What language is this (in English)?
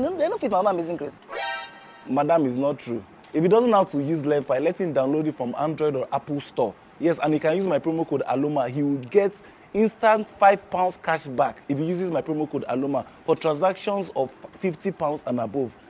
Nigerian Pidgin